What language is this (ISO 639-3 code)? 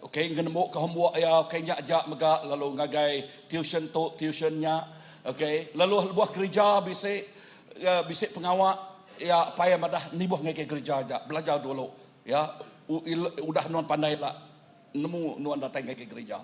iba